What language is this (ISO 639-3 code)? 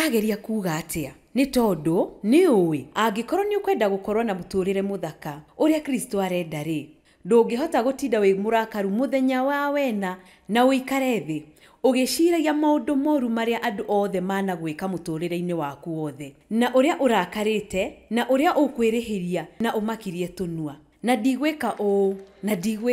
kik